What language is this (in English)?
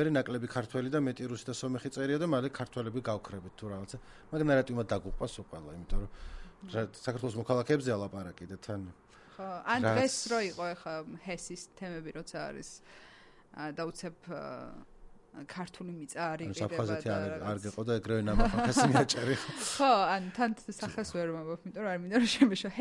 Georgian